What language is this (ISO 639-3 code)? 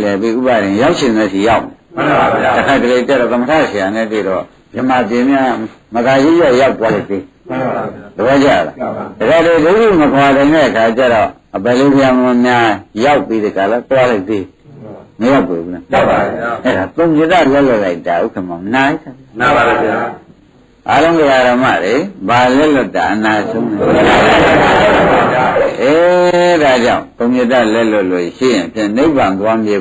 mya